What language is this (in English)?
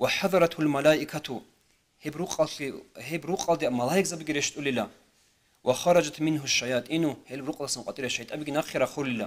Avaric